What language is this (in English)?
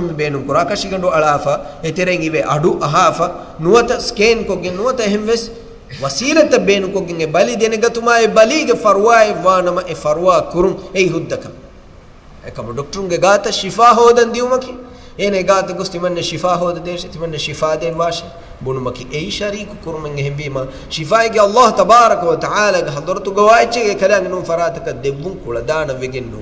Divehi